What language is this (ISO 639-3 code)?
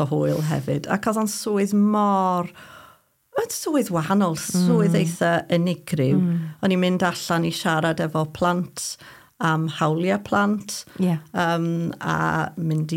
cym